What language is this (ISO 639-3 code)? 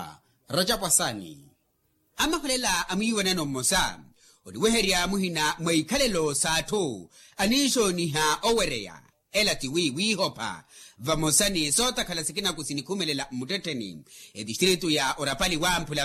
vmw